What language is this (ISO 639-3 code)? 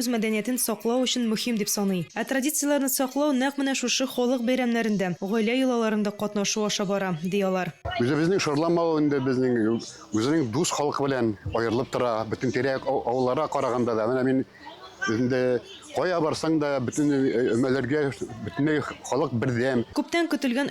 tat